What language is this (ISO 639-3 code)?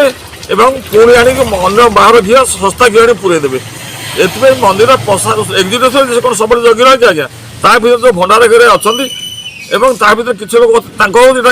ori